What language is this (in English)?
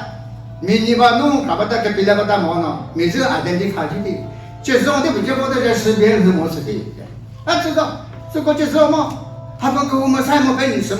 Chokri Naga